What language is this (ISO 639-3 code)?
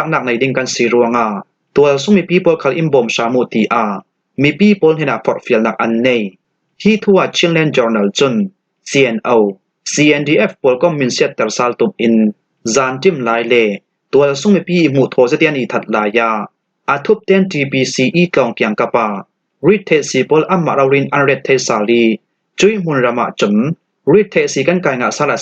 cfm